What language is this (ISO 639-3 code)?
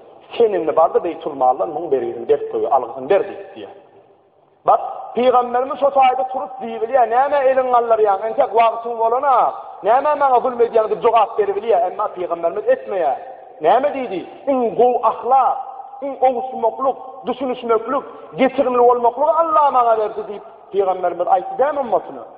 tuk